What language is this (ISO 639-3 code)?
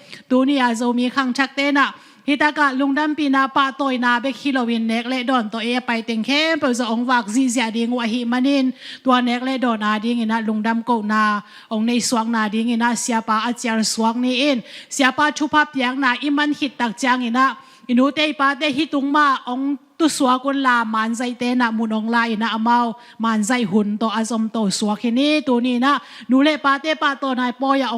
ctd